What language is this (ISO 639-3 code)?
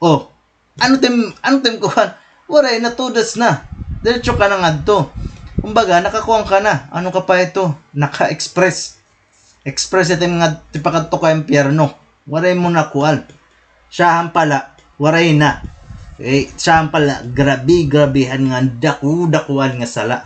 war